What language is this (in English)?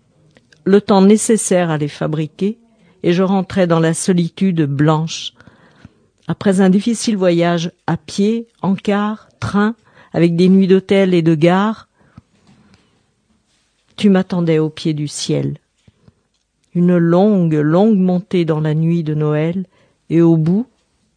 French